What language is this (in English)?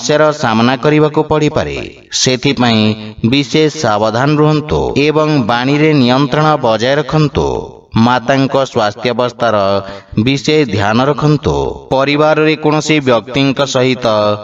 Odia